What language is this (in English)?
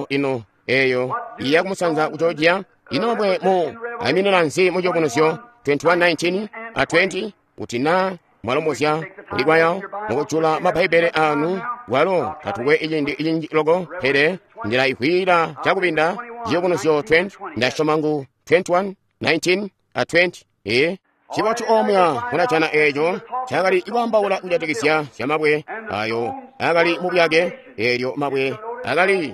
Tonga (Zambia)